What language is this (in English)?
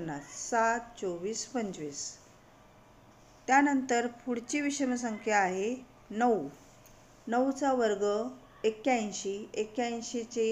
Marathi